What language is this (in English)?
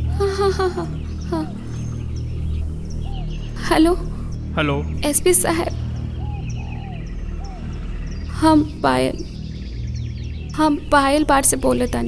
Bhojpuri